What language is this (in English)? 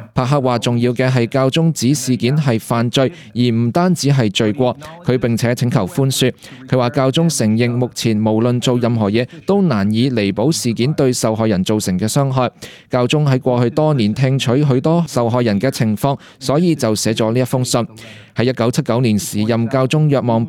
Cantonese